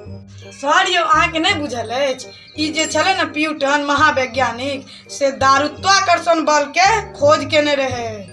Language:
Maithili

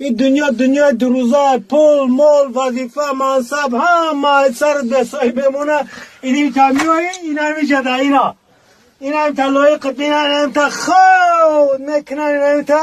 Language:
Tajik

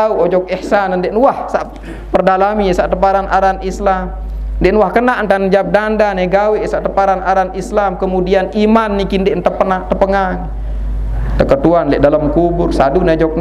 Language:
Sasak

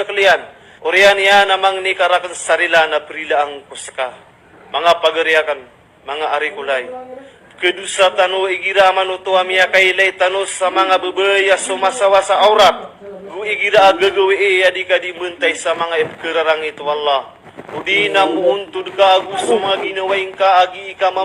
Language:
Maranao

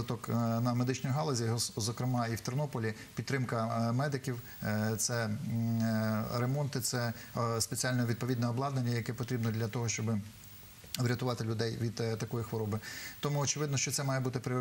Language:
Ukrainian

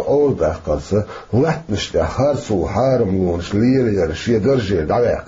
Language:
Chechen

